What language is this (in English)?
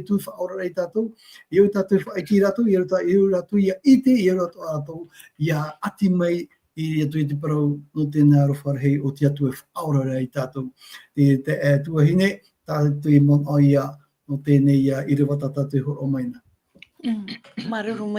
Tahitian